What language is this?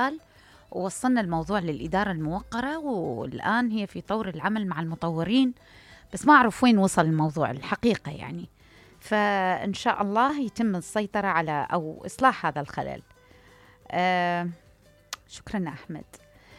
Mesopotamian Arabic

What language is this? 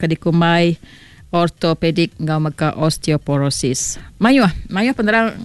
Iban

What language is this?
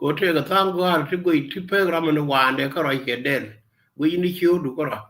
Nuer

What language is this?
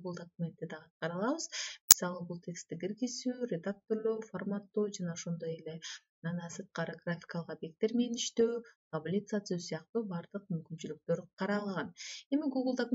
Kyrgyz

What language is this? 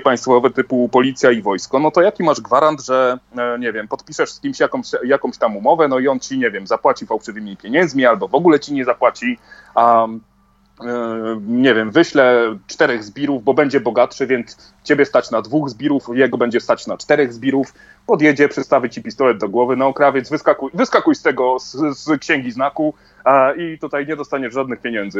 Polish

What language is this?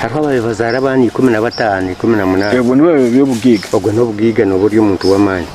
Nyankole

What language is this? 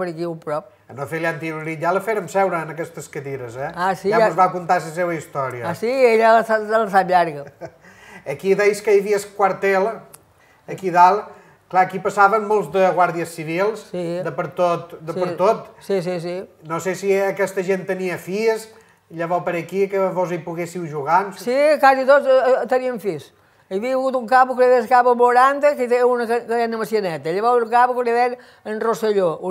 Catalan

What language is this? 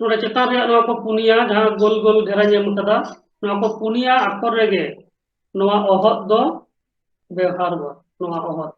Santali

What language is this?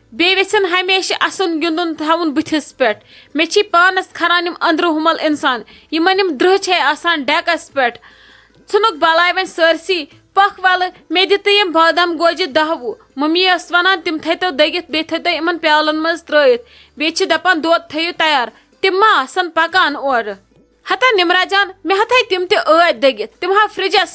Kashmiri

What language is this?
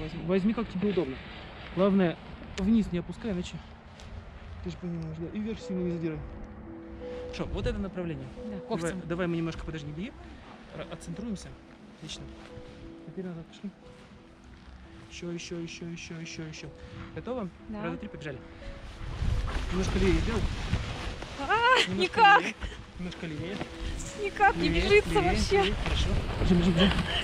Russian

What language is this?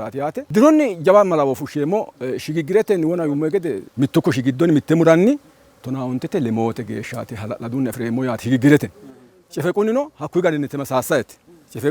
Sidamo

